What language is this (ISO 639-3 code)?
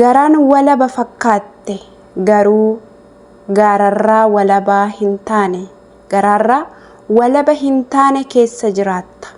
orm